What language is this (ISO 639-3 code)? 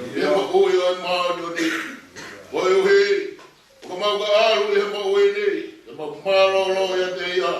ton